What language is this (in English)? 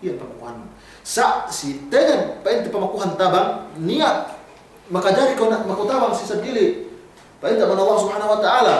Yakan